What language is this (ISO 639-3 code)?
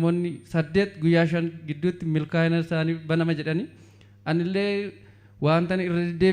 orm